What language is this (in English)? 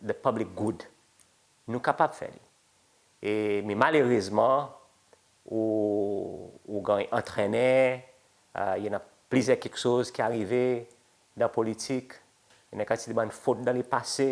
Seselwa Creole French